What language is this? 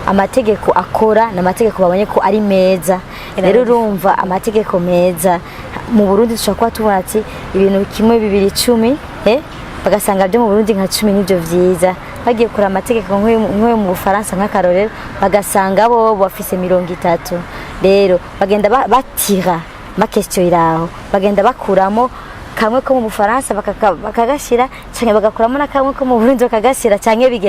Rundi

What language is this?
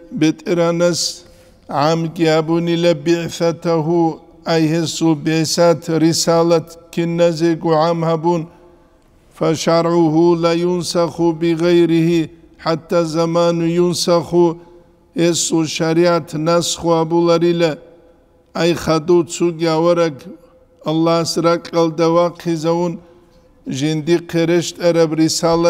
Avaric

